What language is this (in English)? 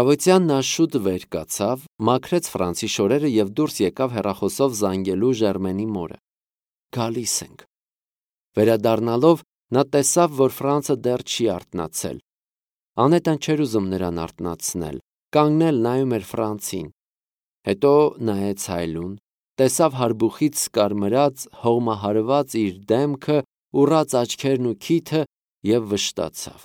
Armenian